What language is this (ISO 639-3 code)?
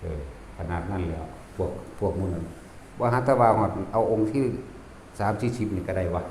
tts